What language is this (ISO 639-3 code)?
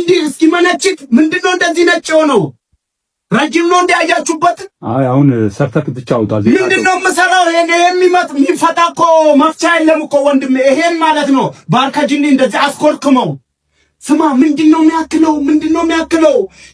amh